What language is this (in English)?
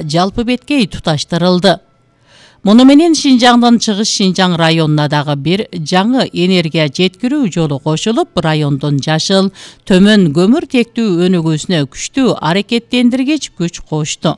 Kyrgyz